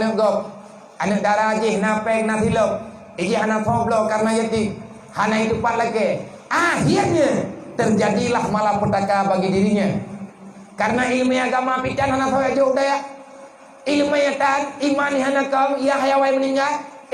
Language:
Achinese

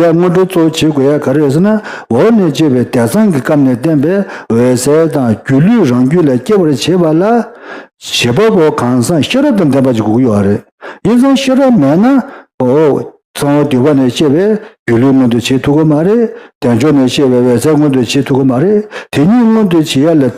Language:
Tibetan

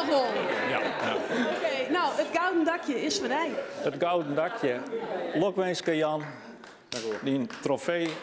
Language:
Western Frisian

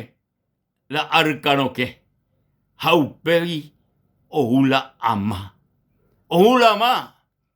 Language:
Guarani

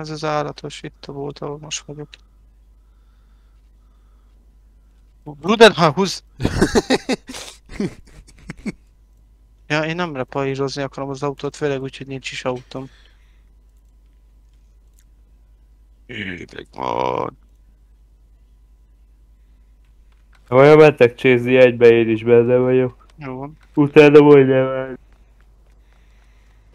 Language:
Hungarian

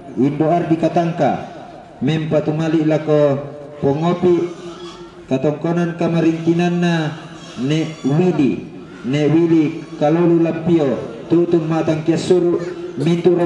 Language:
Toraja-Sa'dan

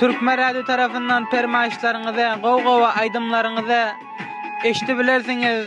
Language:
Turkmen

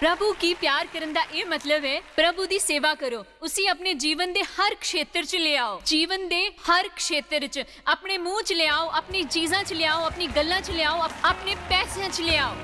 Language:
Dogri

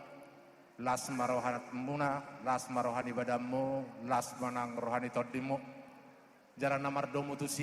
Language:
Batak Toba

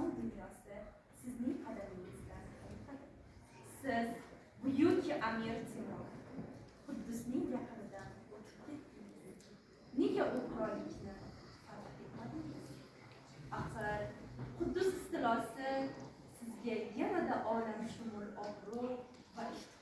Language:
Uzbek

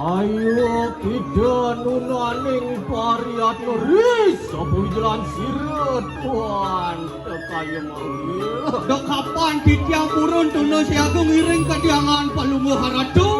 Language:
Balinese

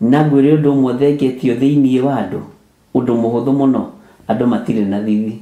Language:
Kikuyu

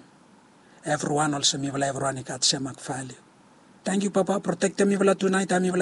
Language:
Bislama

